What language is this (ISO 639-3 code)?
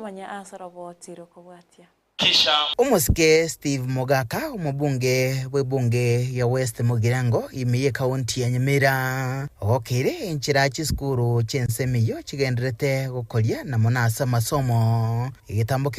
guz